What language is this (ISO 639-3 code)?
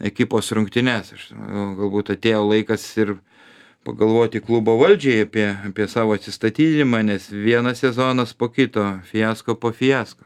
lit